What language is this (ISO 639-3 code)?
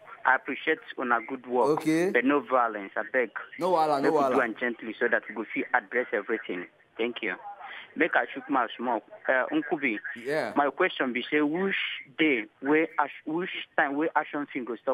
pcm